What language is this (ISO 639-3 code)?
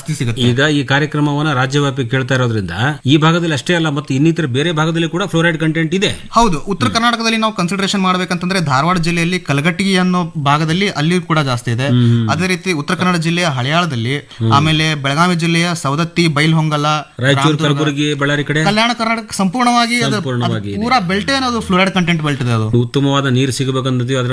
kan